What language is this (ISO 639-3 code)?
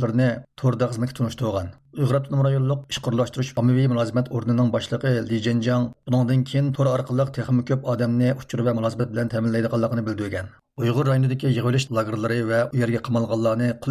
uig